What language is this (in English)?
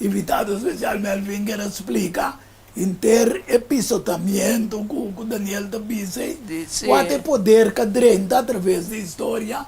Papiamento